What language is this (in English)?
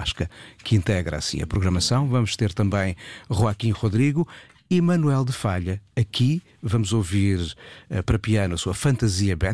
Portuguese